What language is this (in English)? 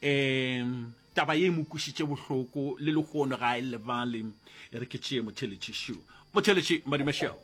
Northern Sotho